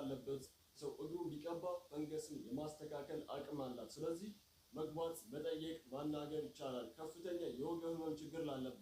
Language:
Amharic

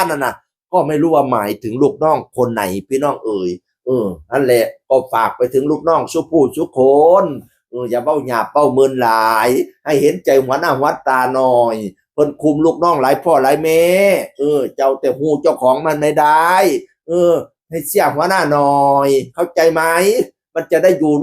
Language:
Northeastern Thai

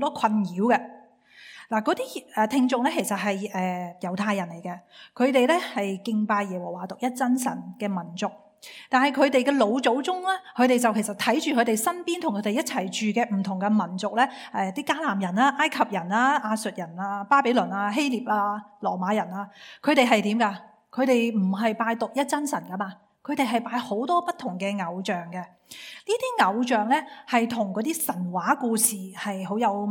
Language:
Cantonese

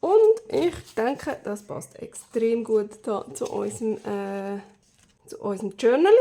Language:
Swiss German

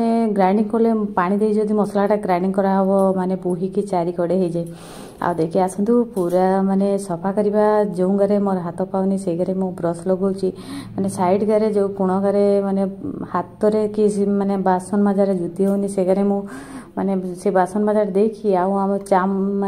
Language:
Odia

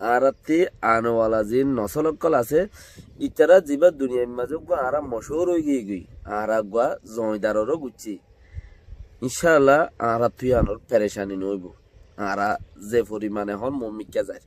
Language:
Rohingya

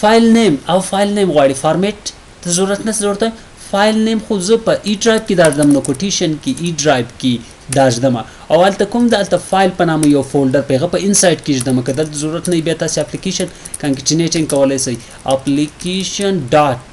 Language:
Pashto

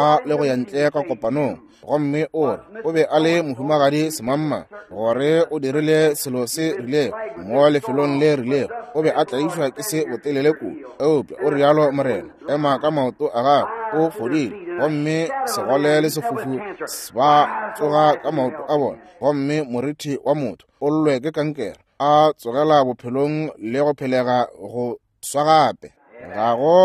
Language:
Northern Sotho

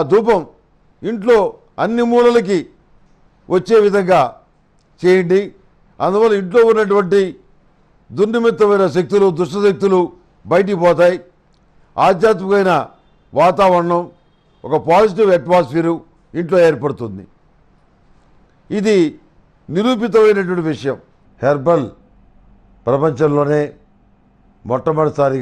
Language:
Telugu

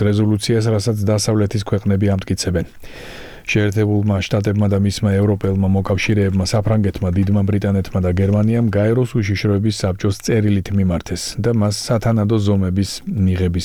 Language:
Georgian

